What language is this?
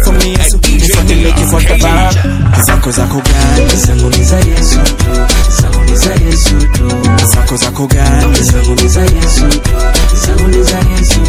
Swahili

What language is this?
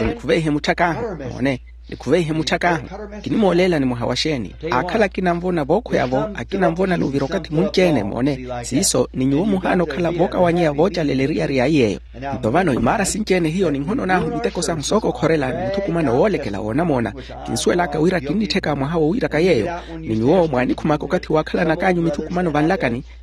Makhuwa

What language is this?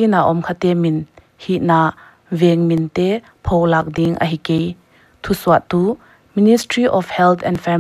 Paite Chin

